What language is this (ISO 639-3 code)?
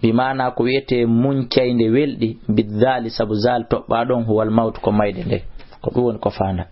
ful